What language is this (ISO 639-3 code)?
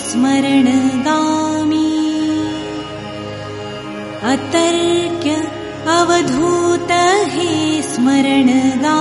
mar